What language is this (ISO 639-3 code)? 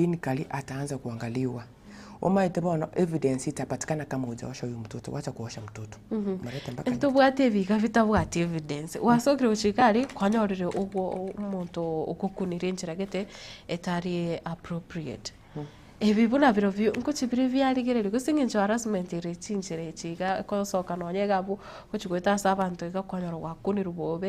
guz